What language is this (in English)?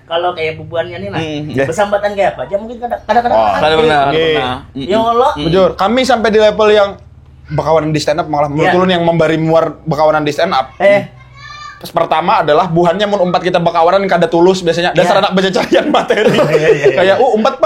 Banjar